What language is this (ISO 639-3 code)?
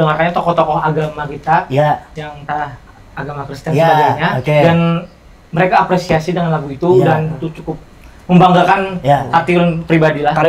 bjn